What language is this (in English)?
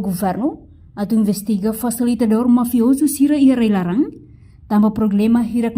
Tetum